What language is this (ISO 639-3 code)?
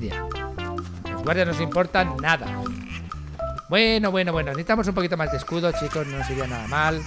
spa